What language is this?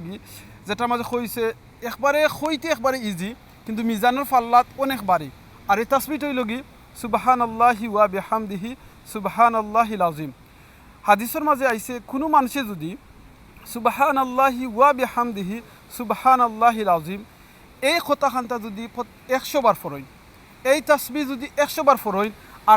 Sylheti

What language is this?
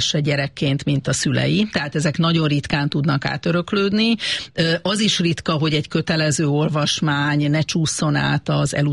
Hungarian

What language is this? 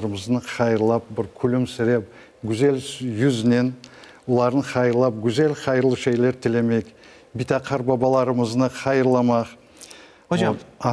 Crimean Tatar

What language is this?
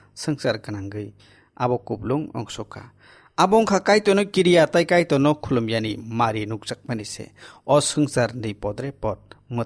Kok Borok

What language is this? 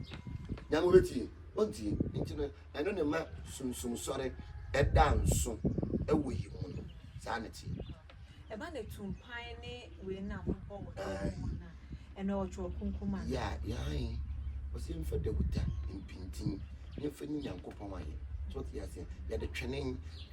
Akan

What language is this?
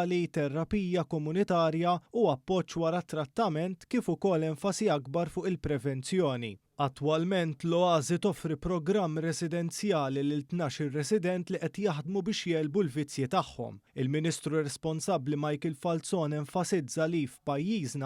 Maltese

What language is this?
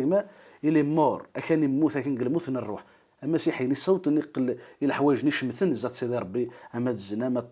Kabyle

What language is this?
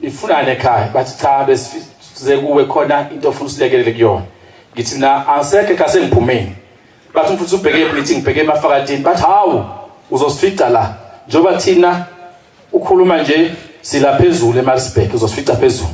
Zulu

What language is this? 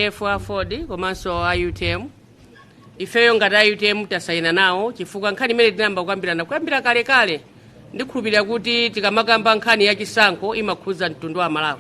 Nyanja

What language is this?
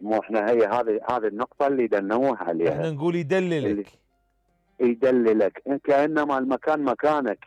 Mesopotamian Arabic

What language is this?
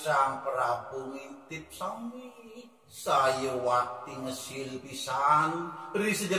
Balinese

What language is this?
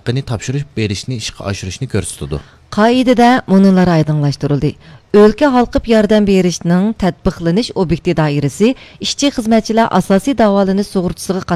Uyghur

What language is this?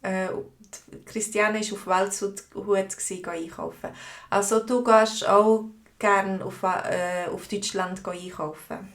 Swiss German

